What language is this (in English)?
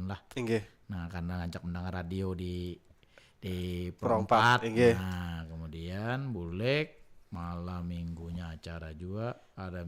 Banjar